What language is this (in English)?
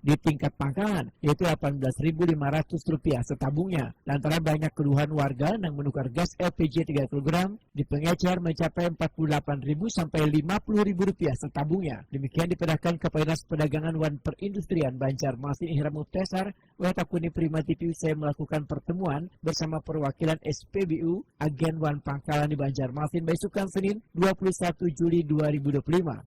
Banjar